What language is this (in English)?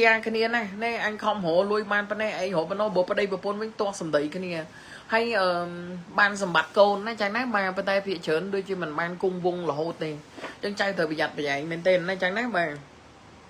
Khmer